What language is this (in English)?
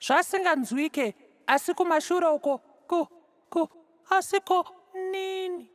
Shona